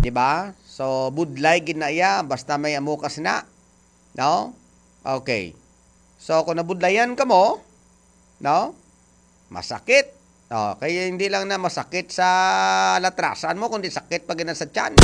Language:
Hiligaynon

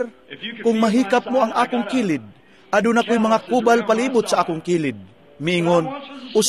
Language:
Cebuano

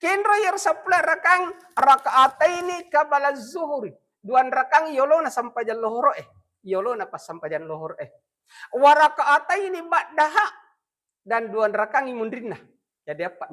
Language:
Buginese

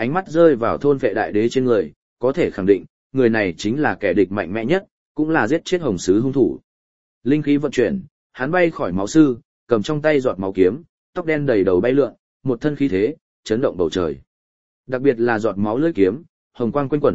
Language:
Vietnamese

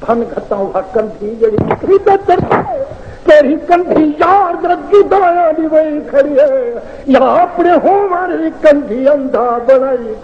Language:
Saraiki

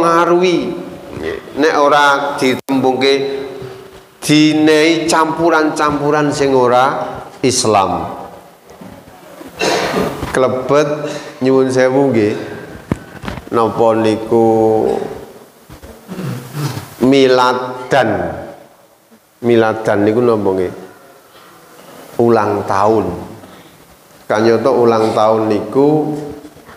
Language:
Javanese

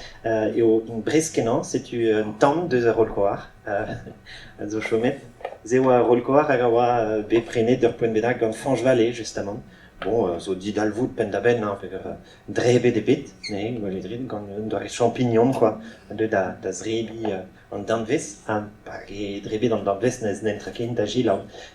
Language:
Breton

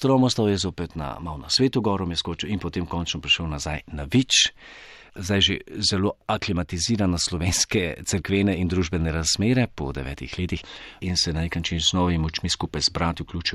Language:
Slovenian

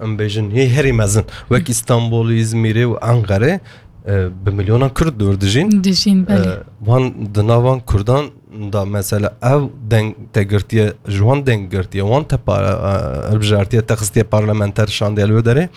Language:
Kurdish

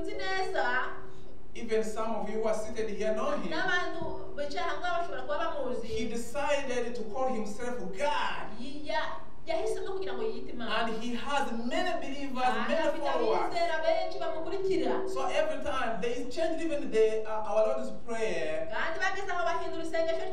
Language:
Kinyarwanda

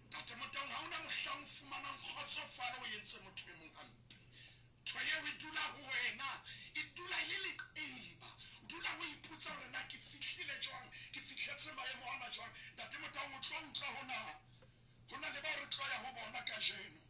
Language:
Southern Sotho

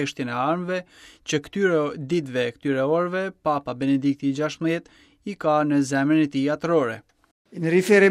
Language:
Albanian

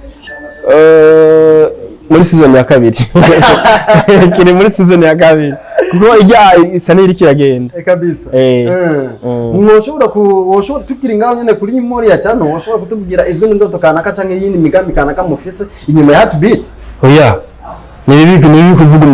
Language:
Rundi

